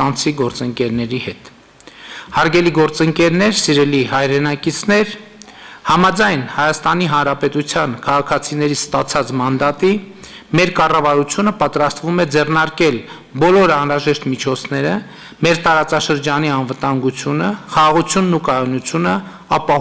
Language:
Armenian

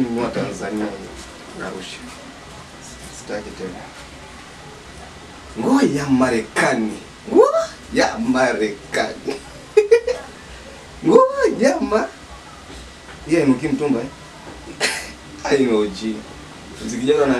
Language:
Swahili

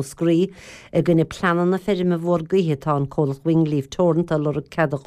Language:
Irish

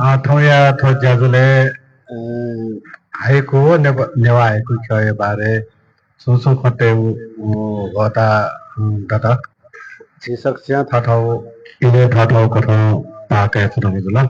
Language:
Newari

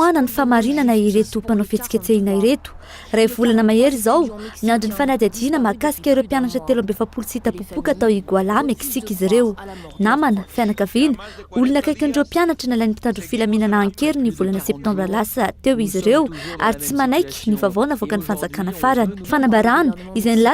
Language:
Malagasy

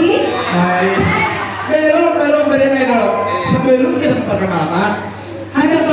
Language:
Banjar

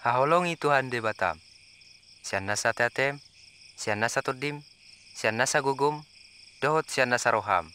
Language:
Batak Toba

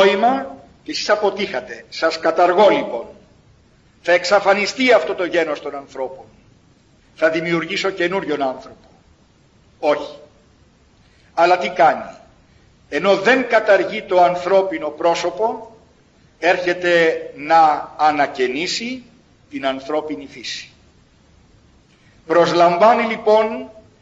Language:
Greek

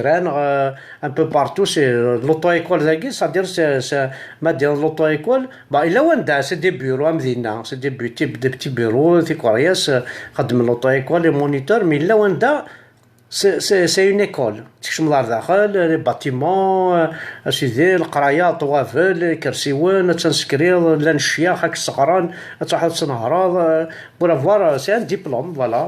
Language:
Kabyle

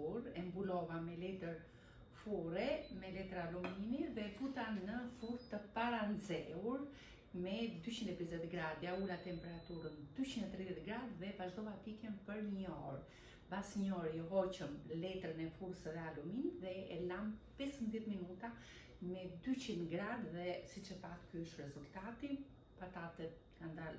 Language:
Albanian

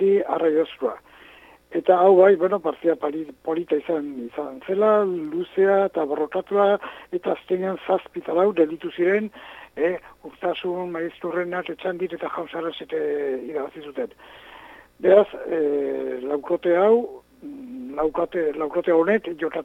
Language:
Basque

